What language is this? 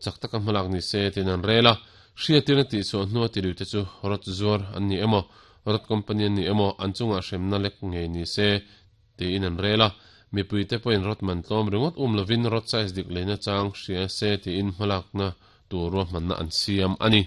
Mizo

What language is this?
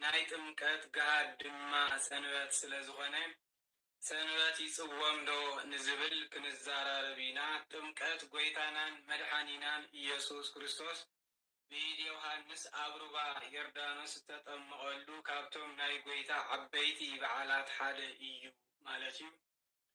Tigrinya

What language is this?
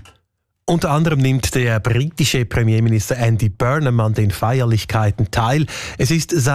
German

